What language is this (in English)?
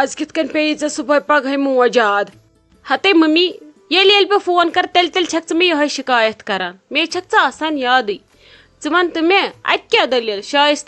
Kashmiri